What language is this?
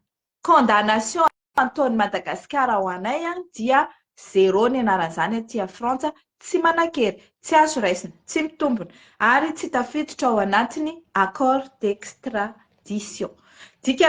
Malagasy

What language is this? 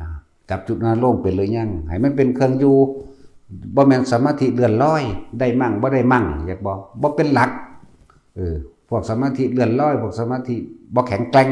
Northeastern Thai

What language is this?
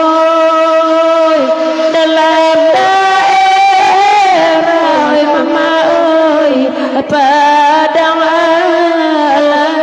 Minangkabau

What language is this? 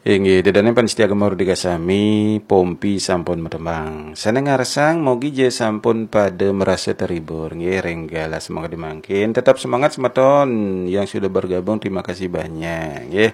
Balinese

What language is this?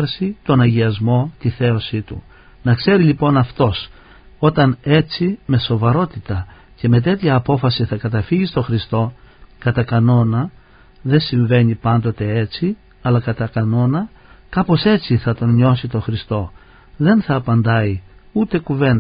Greek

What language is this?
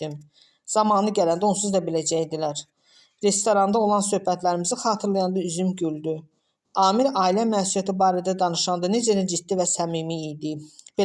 Azerbaijani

